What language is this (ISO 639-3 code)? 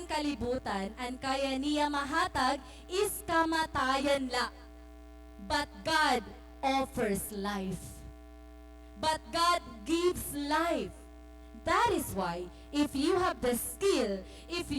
war